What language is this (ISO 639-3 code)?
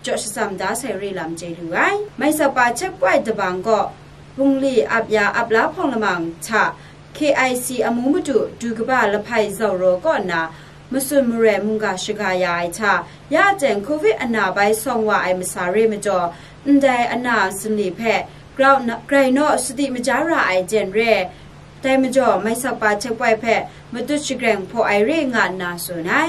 kac